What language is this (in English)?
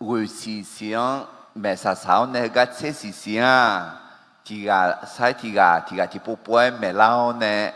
Akha